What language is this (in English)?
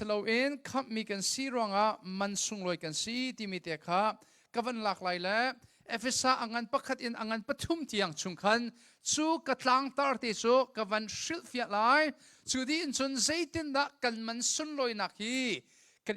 Hakha Chin